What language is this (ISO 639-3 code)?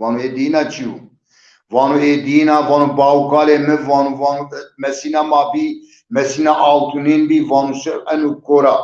zza